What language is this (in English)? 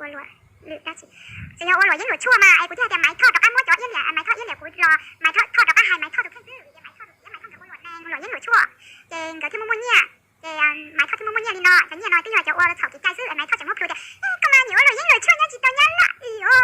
Hmong